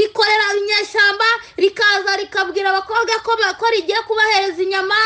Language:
Kinyarwanda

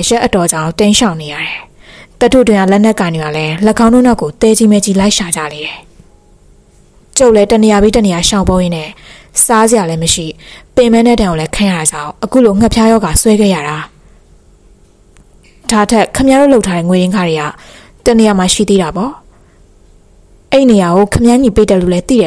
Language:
Burmese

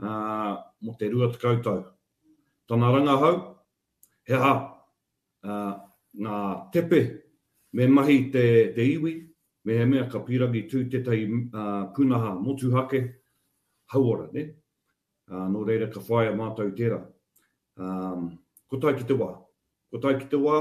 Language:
Māori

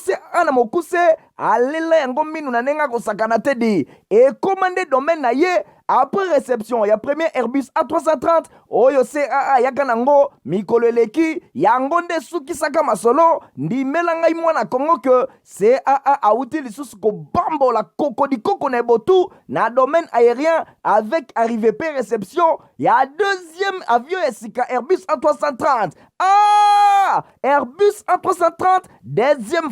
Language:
Lingala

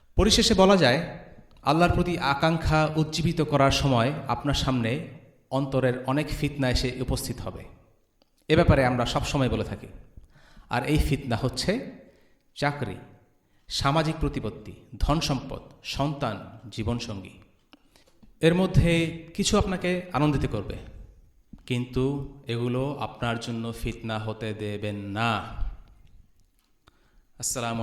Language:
Bangla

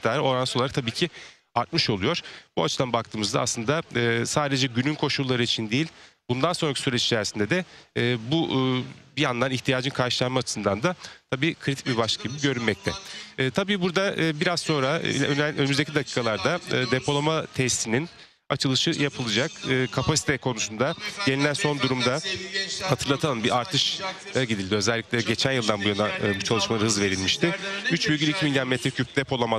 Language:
Turkish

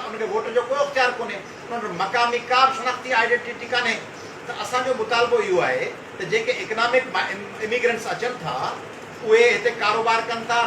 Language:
Sindhi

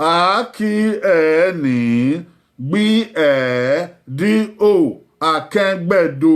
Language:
Bini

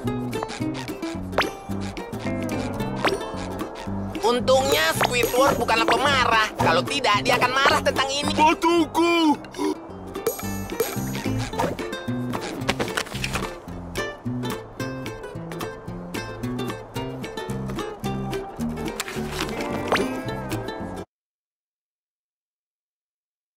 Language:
Indonesian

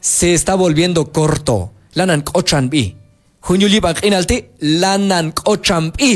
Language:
Q'anjob'al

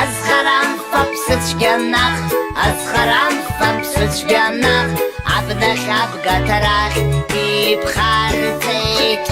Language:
Abkhazian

